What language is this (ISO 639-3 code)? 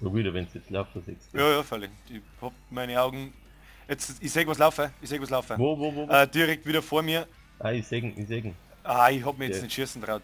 bar